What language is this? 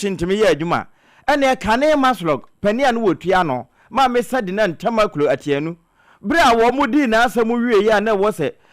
Akan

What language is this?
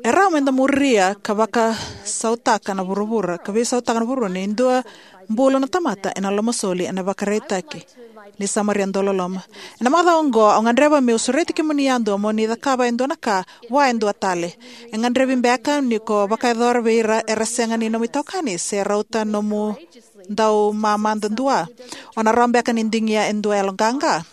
Fijian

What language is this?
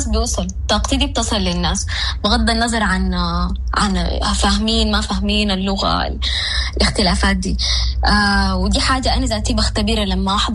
Sudanese Arabic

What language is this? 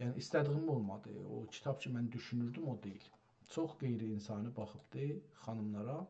South Azerbaijani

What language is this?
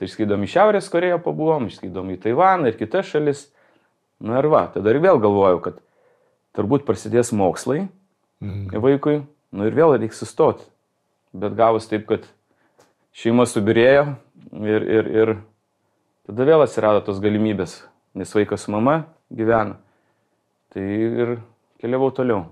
Lithuanian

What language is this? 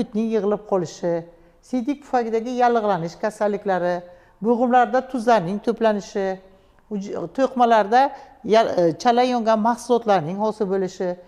Uzbek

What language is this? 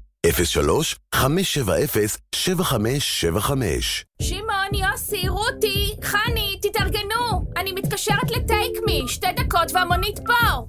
Hebrew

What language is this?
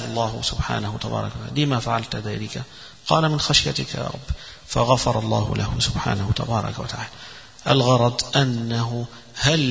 Arabic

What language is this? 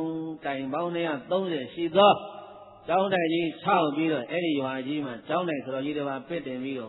Burmese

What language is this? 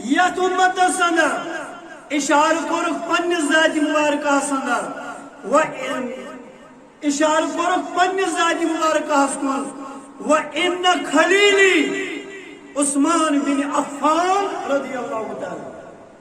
Kashmiri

